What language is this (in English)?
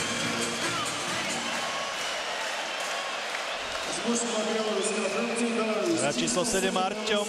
Slovak